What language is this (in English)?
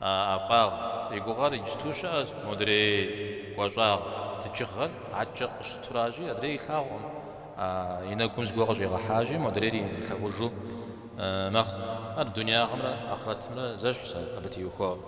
Kabardian